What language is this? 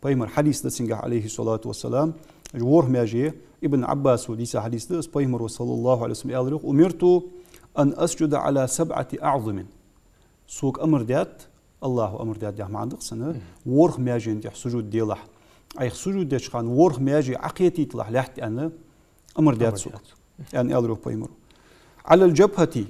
Ingush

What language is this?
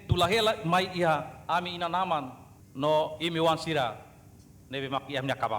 Tetum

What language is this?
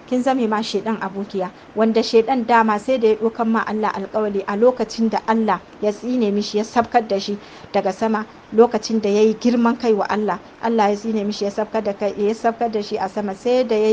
Hausa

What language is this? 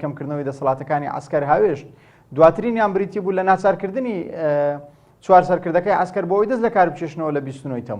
Central Kurdish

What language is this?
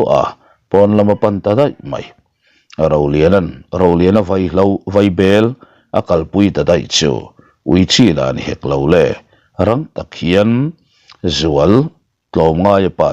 Mizo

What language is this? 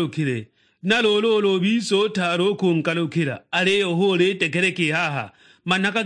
Sukuma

